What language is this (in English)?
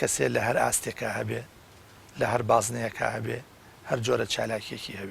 Central Kurdish